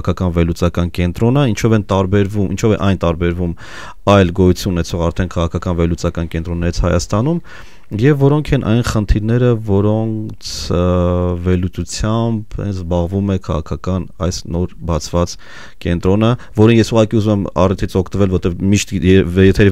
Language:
Armenian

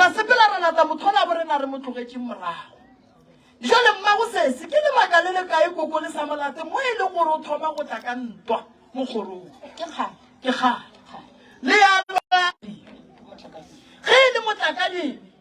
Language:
Northern Sotho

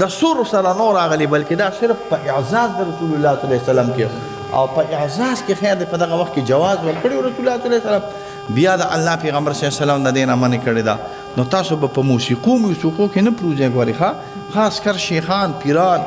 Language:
Pashto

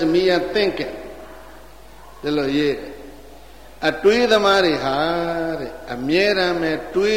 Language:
Burmese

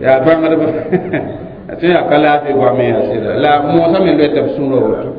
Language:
Mossi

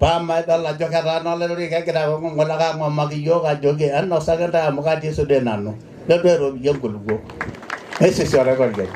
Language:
Masai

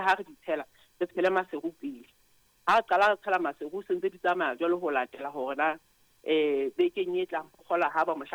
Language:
Southern Sotho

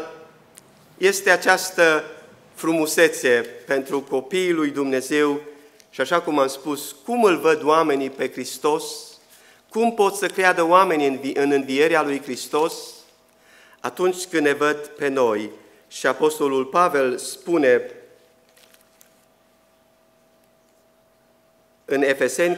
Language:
Romanian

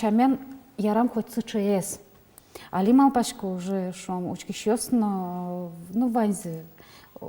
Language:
Udmurt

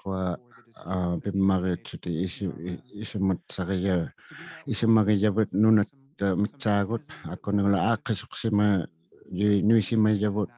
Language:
Inuktitut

